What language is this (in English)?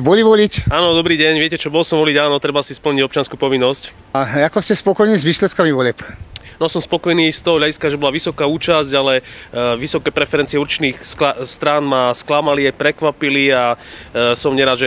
Slovak